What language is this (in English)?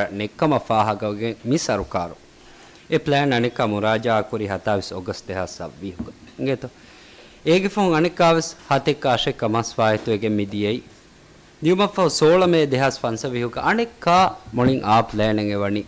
Divehi